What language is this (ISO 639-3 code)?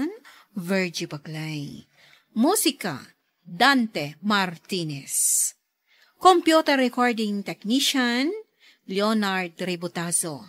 ilo